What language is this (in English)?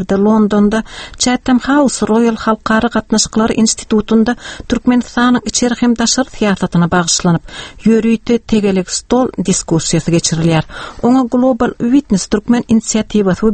Turkmen